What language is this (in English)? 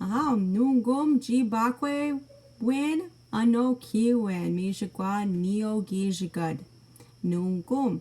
Chippewa